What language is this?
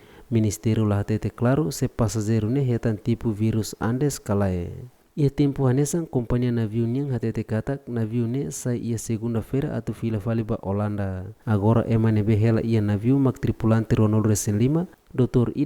Tetum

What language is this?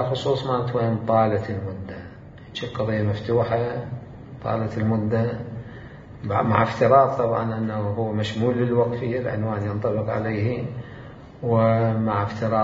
Mesopotamian Arabic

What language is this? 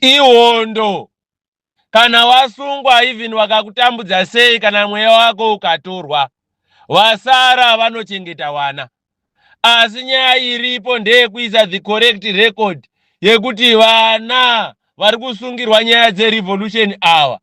Shona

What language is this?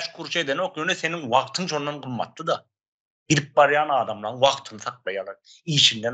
Turkmen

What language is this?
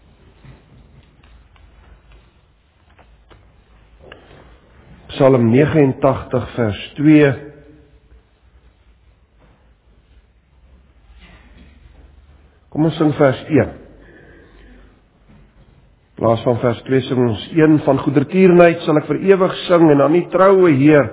Afrikaans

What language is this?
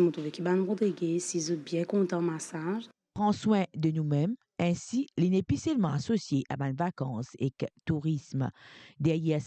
Morisyen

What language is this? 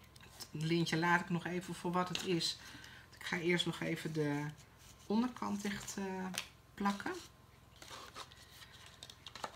Dutch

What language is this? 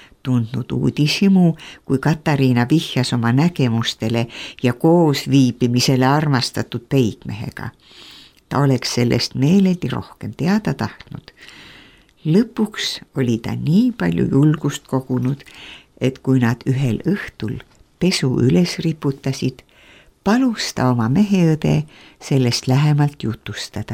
Estonian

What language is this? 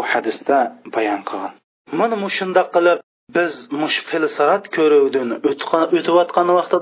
Uyghur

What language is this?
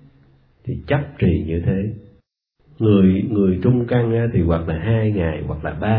Vietnamese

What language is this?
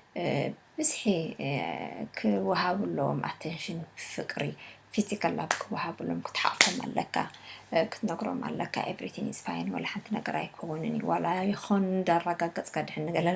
Tigrinya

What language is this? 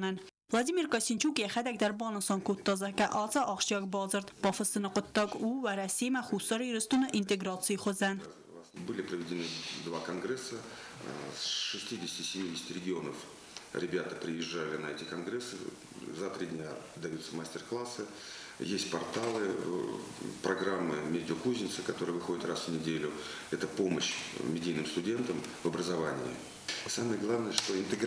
Ossetic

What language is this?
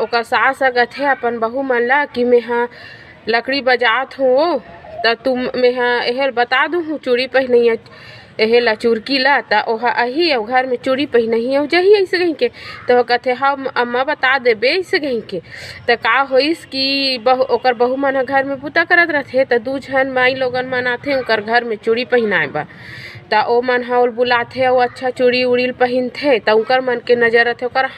Chhattisgarhi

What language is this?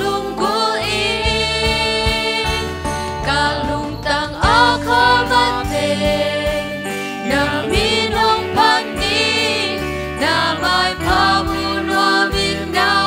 Tedim Chin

